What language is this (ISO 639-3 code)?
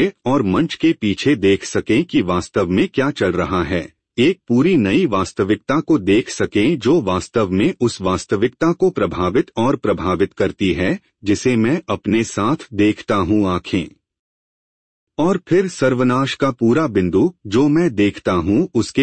hin